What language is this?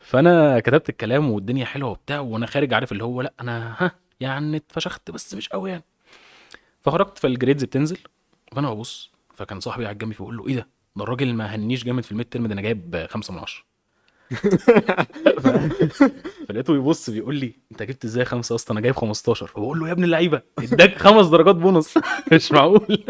Egyptian Arabic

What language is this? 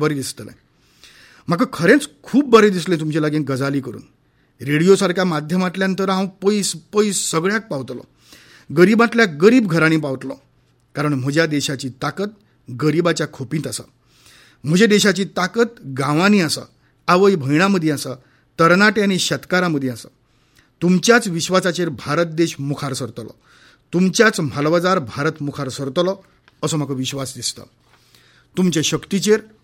Konkani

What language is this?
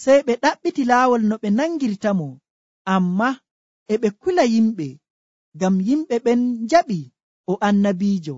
Nigerian Fulfulde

